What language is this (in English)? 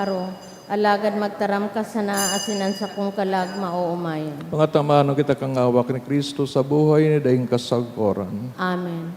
Bikol